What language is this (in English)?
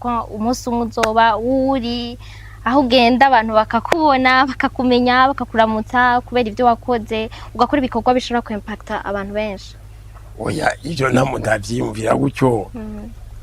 Rundi